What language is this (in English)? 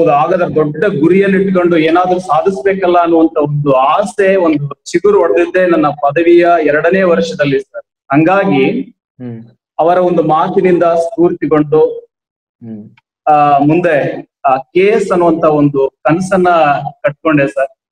Kannada